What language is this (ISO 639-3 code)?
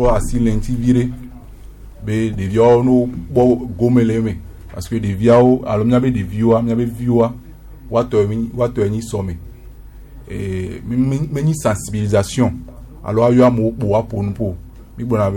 gej